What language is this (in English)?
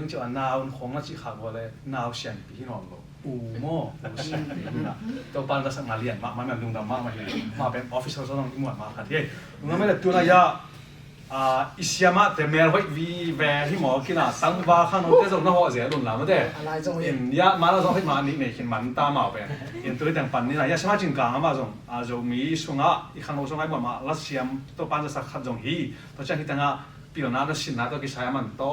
Tedim Chin